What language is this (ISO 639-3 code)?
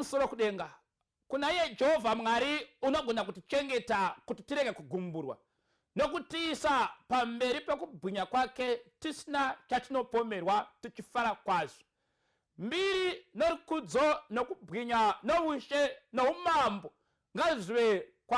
sna